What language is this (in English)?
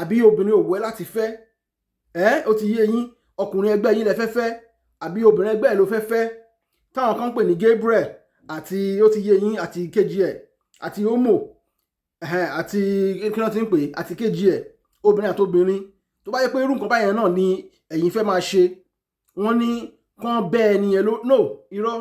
Yoruba